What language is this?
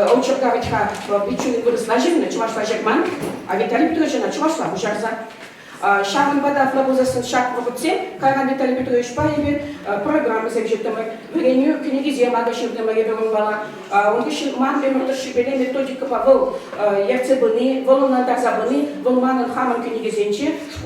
Chuvash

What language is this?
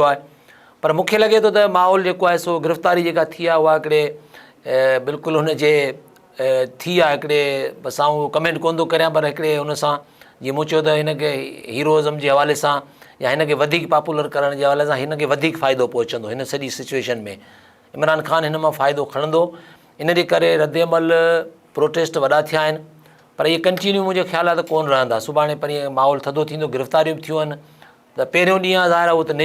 Sindhi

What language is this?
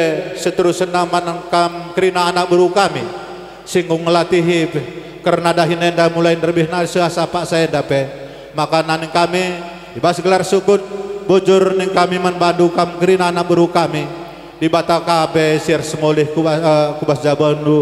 Batak Karo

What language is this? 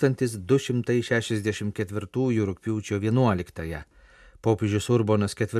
Lithuanian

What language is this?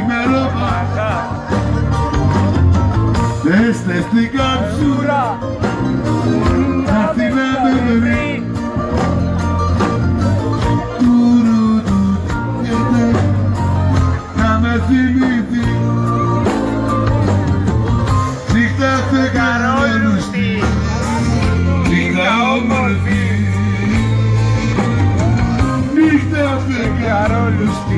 Greek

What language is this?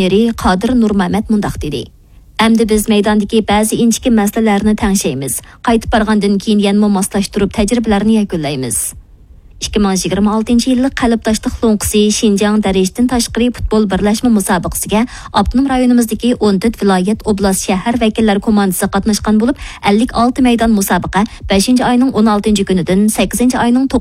Uyghur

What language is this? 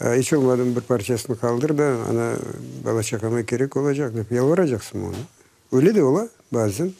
Crimean Tatar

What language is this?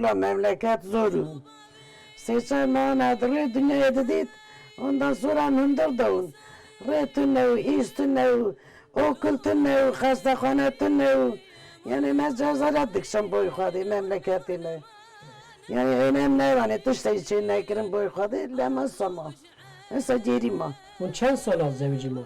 Kurdish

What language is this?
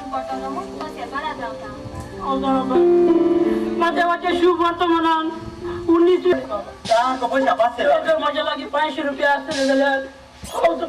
Konkani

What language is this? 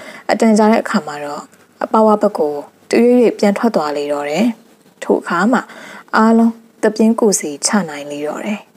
Burmese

